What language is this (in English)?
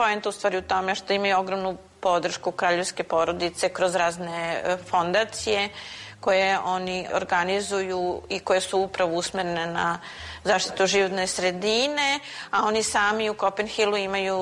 Serbian